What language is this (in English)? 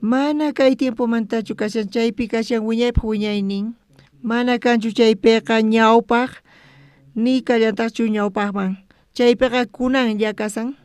South Bolivian Quechua